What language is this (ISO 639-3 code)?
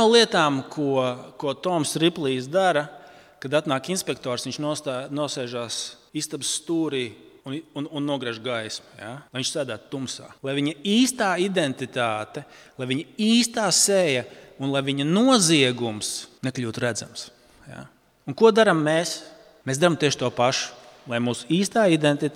lav